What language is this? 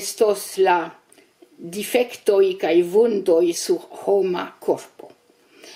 Esperanto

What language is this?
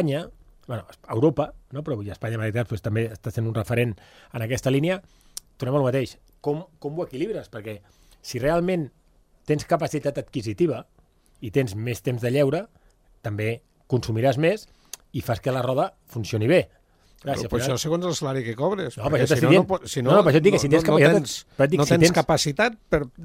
Catalan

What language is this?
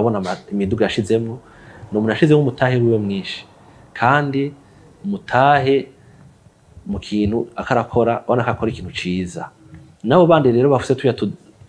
Rundi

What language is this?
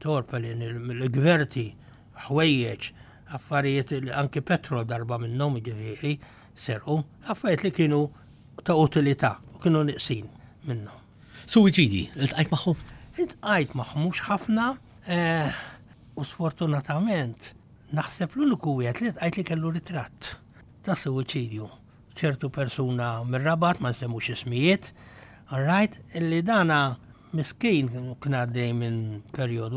Maltese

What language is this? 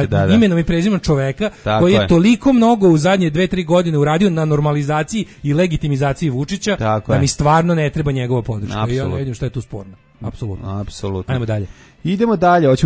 Serbian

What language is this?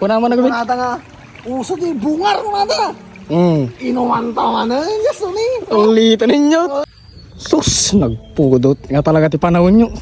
Iloko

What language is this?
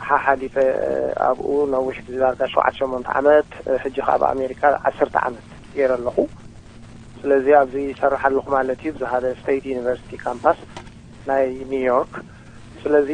Tigrinya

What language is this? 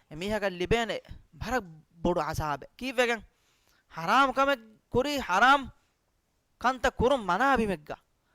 Divehi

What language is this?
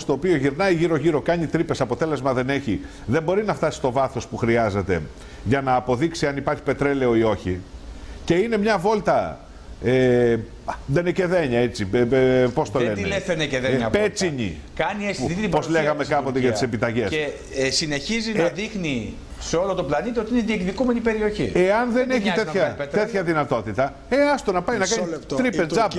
Greek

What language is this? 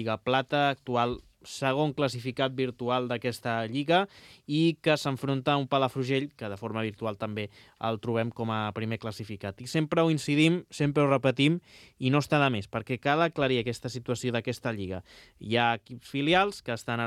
Catalan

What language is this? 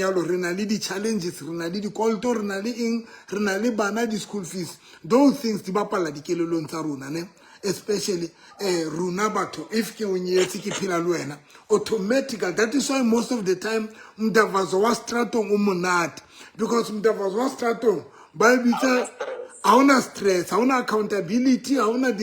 Southern Sotho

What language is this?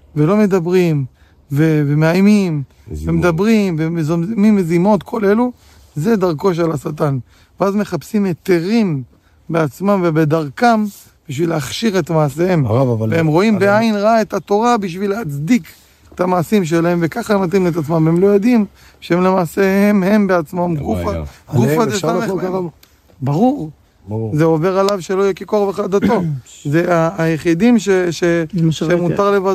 Hebrew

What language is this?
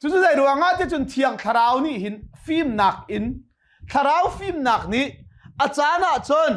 Hakha Chin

